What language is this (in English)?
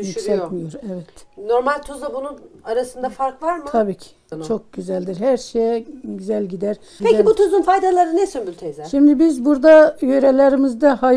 Turkish